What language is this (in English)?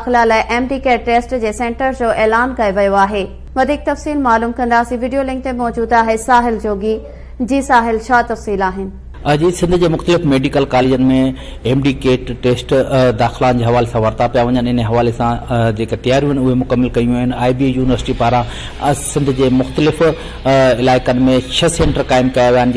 Sindhi